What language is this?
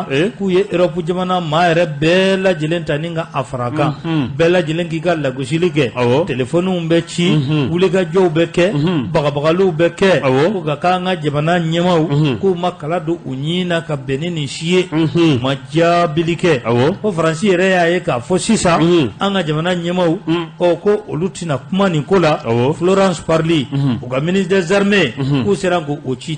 Bambara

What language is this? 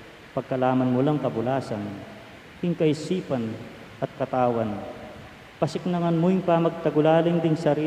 Pampanga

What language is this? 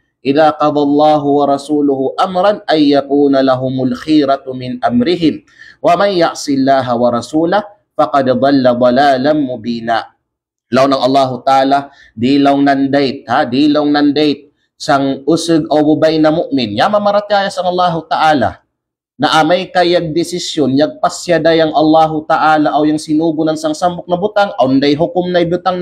Kalagan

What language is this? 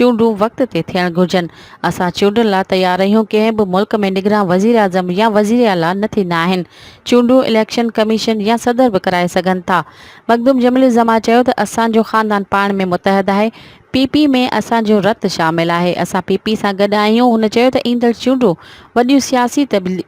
Sindhi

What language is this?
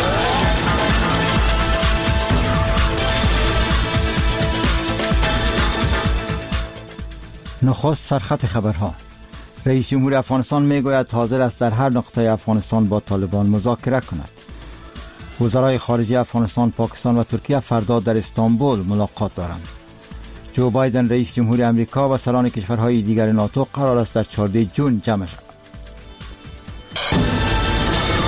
Persian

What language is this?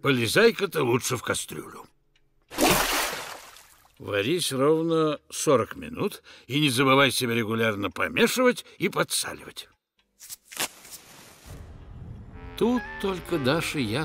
Russian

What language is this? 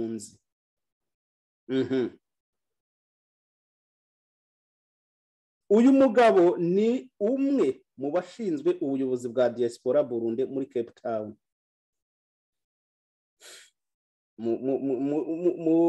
Kinyarwanda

